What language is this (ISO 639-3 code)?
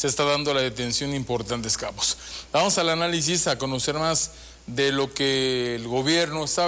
spa